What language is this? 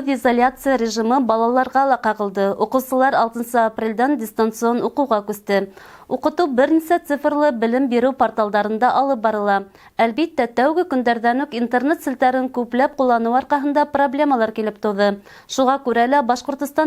Bashkir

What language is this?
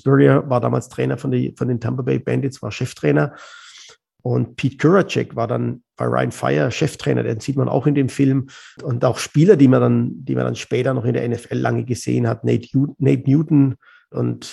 German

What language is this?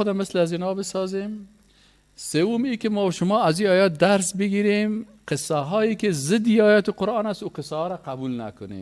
Persian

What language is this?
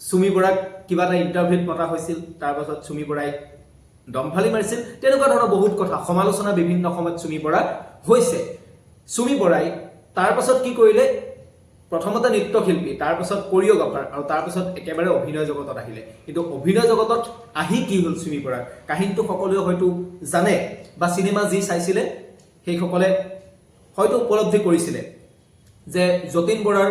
Assamese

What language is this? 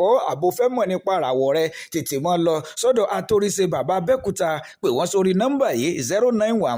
Yoruba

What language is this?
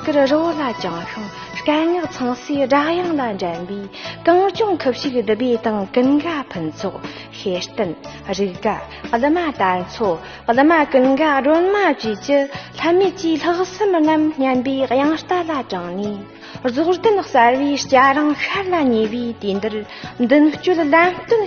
Tibetan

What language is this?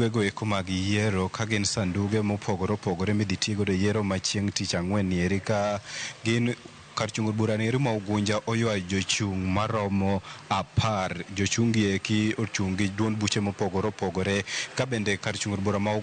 Luo (Kenya and Tanzania)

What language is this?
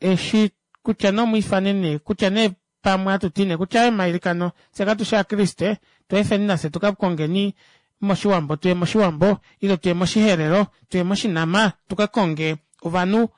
Kuanyama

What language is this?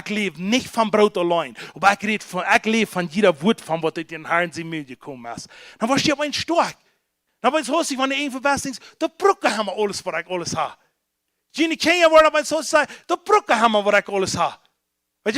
Plautdietsch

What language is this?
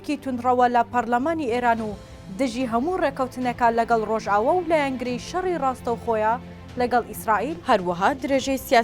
Central Kurdish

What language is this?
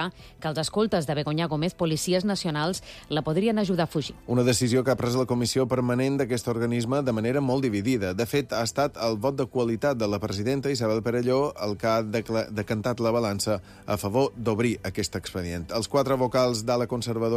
Catalan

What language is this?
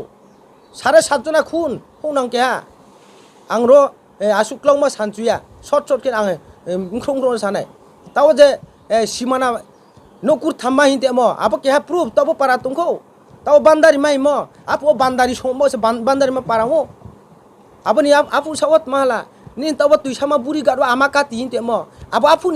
Riang (India)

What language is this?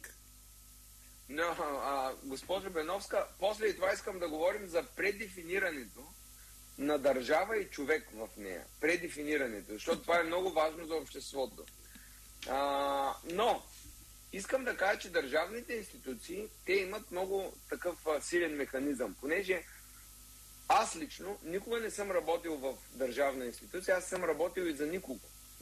Bulgarian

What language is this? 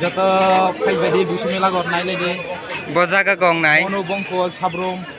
Kok Borok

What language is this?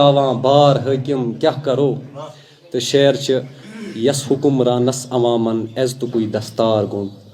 Kashmiri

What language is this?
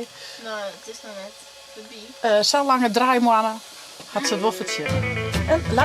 Western Frisian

